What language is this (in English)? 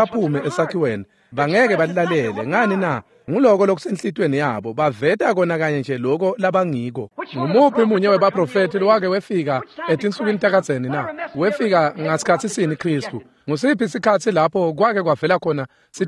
Swati